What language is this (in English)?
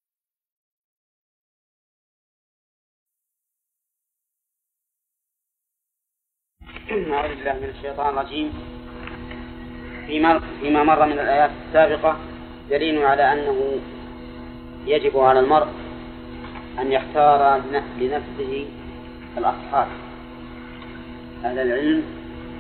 Arabic